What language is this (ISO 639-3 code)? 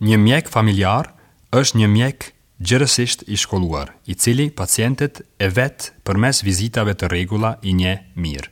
sqi